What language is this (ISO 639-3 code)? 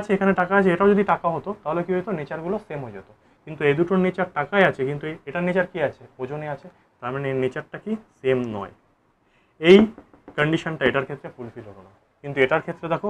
ben